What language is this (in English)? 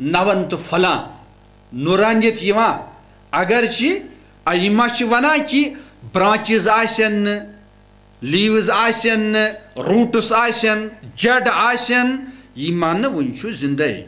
Kashmiri